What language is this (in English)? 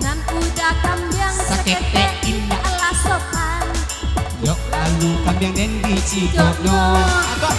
Minangkabau